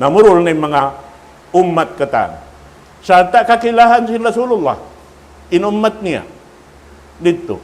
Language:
Tausug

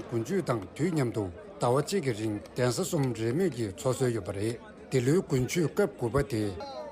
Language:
Tibetan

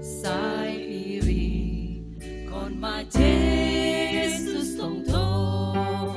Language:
Batak Simalungun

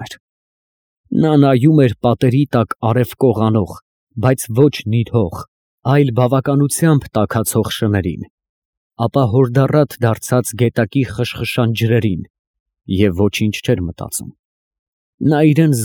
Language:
Armenian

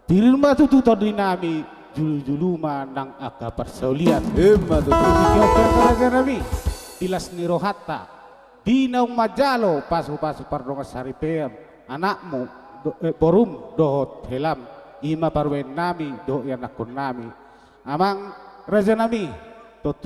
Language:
Batak Toba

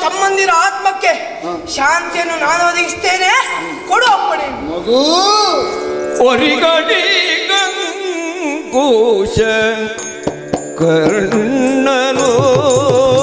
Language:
Kannada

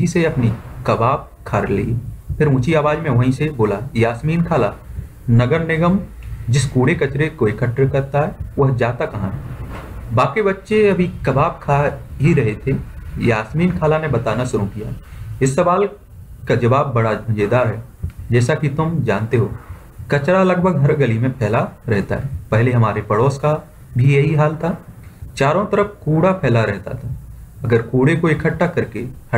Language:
Hindi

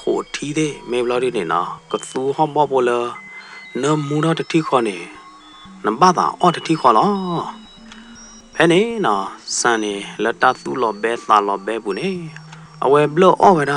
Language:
S'gaw Karen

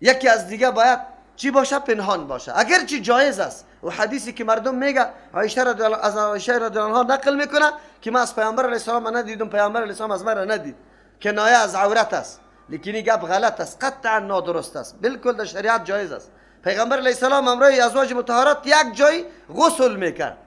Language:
Persian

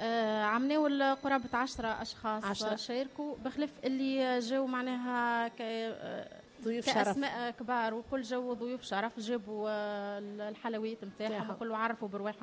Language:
Tunisian Arabic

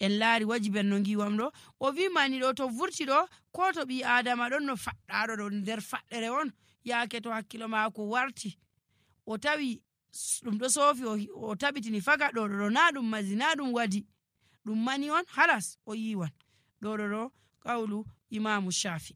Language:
Nigerian Fulfulde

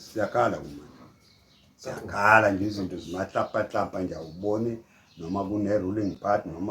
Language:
Zulu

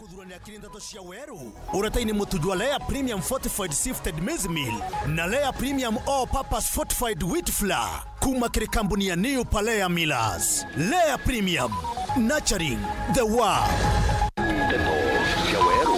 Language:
Meru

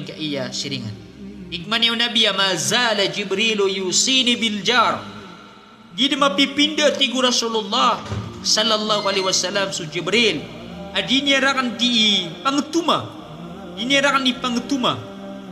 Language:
Maranao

